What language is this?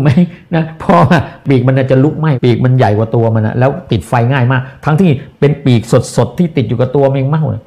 Thai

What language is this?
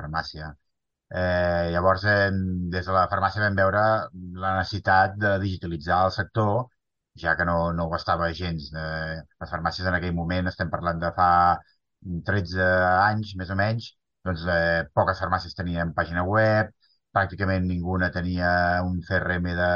Catalan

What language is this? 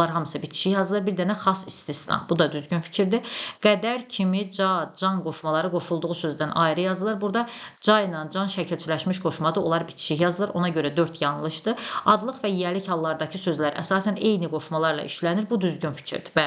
Azerbaijani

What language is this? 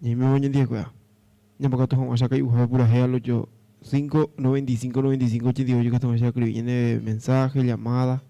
Guarani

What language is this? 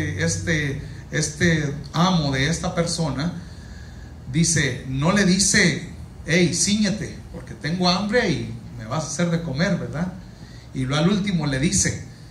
Spanish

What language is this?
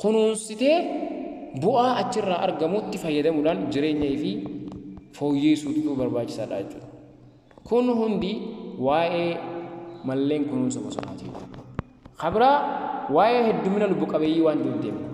Oromo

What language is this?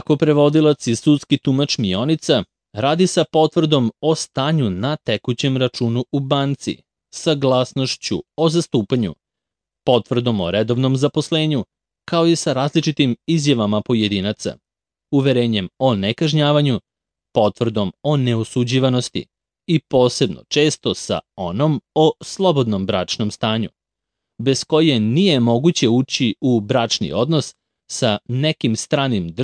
Serbian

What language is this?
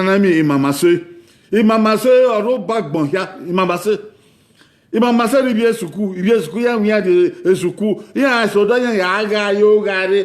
Bini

